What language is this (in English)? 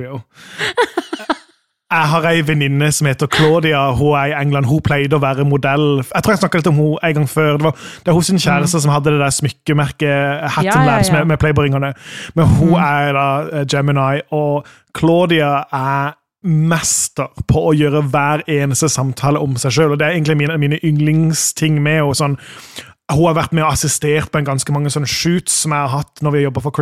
Norwegian